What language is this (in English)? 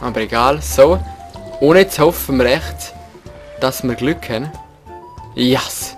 Swiss German